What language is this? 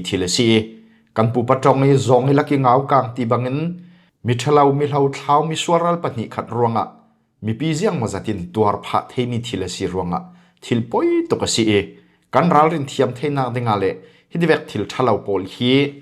Falam Chin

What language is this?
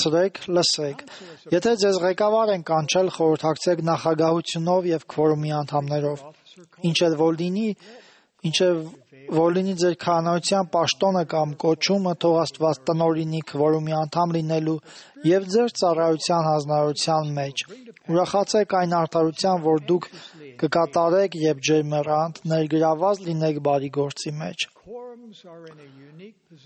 Armenian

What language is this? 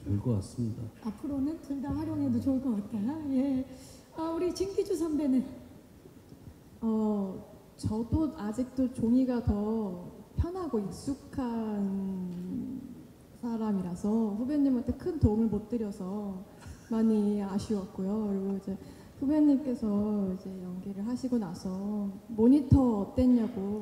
Korean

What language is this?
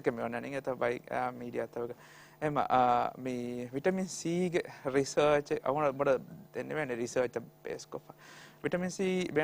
Divehi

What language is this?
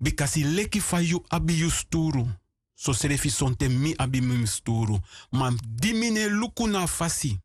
Sranan Tongo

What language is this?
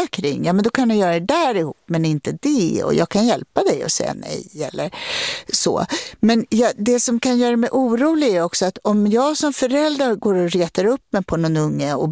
Swedish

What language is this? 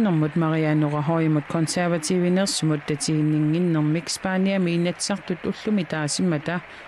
Kalaallisut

